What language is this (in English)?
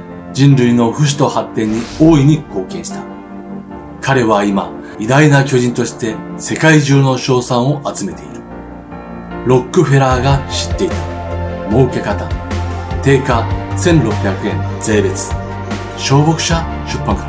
Japanese